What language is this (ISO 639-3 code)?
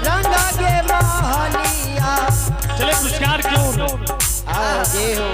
anp